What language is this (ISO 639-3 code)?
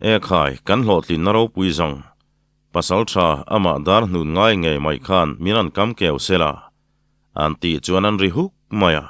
lus